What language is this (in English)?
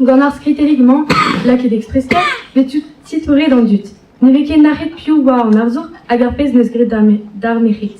Breton